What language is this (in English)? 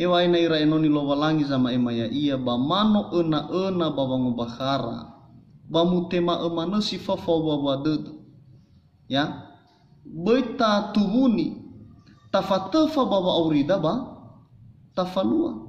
Nias